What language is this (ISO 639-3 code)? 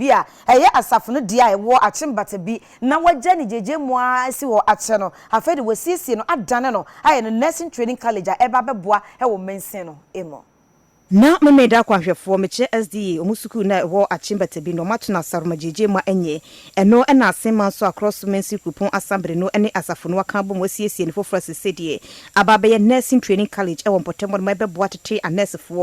aka